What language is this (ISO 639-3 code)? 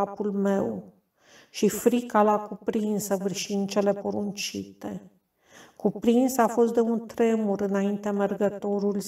ron